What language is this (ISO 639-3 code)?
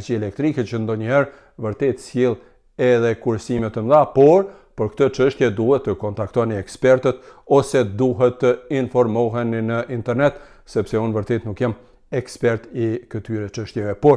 sqi